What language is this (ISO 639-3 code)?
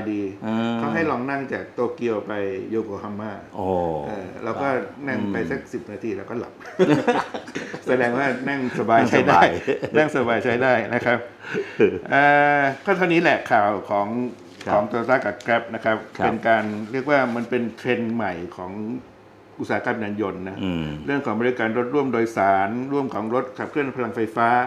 tha